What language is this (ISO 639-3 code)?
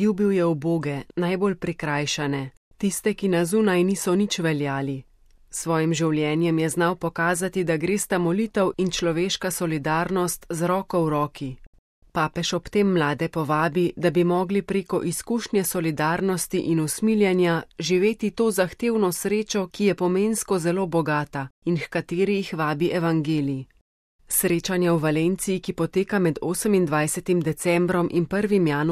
slv